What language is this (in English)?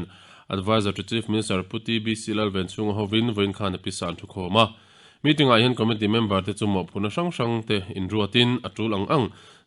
Mizo